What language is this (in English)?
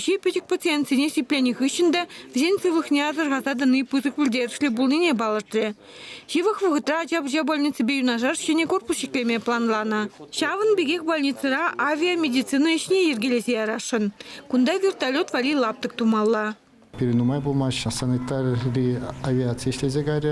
Chuvash